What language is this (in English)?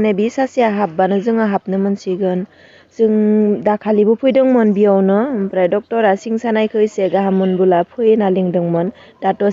Bodo